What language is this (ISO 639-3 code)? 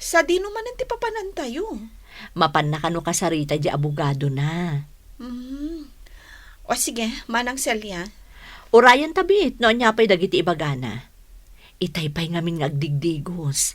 ilo